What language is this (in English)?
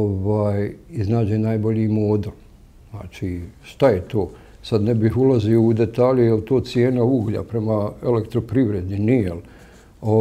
Bosnian